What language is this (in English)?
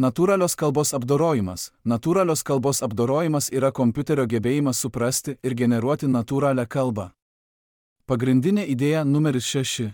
Lithuanian